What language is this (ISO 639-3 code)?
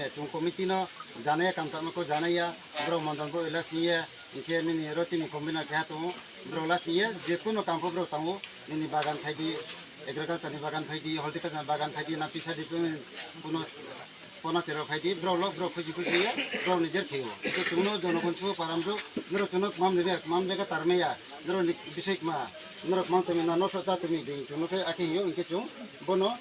trp